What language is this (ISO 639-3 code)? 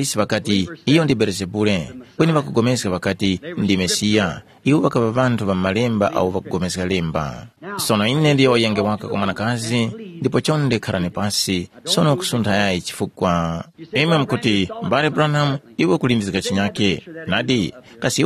tum